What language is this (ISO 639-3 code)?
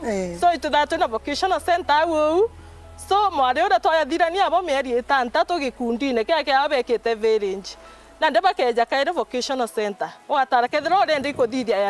mer